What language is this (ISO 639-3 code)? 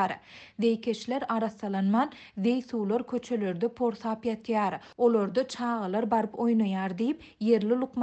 tuk